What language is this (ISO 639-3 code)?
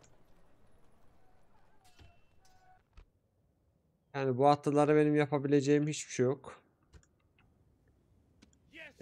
tur